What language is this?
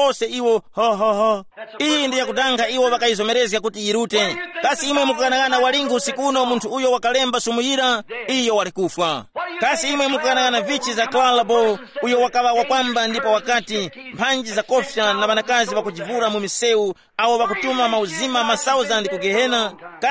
Tumbuka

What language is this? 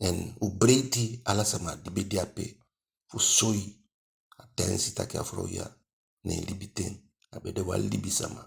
Eastern Maroon Creole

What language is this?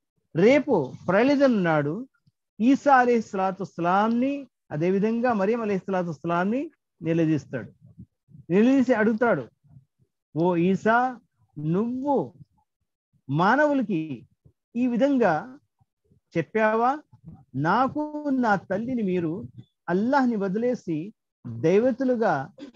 Telugu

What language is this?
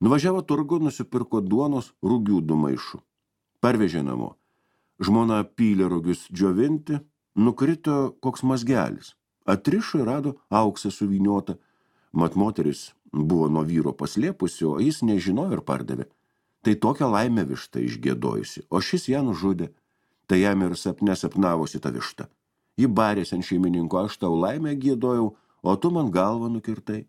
Lithuanian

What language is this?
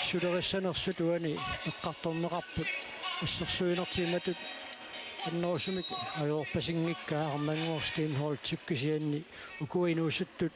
Kalaallisut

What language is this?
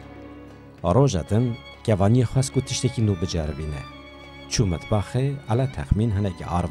Kurdish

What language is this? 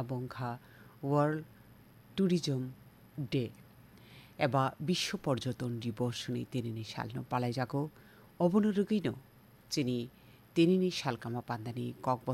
Kok Borok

